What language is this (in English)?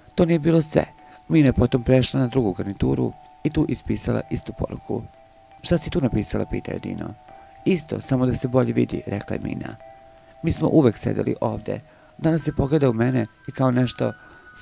Serbian